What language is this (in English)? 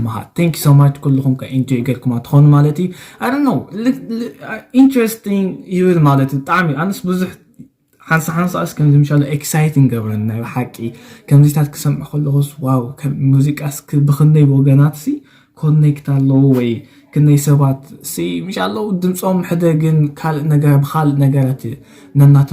Tigrinya